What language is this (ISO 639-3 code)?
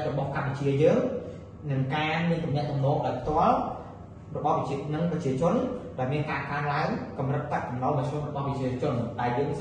khm